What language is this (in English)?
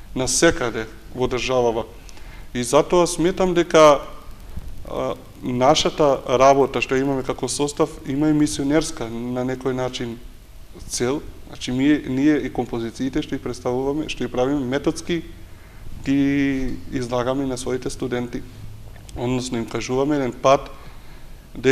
Macedonian